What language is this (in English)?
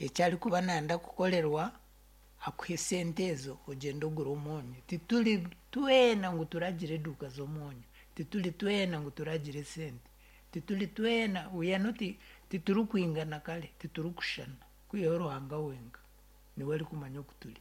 Nyankole